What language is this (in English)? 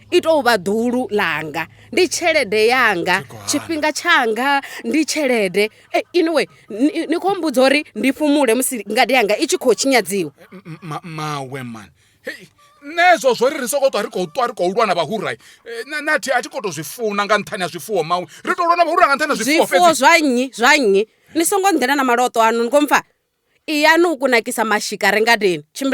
Venda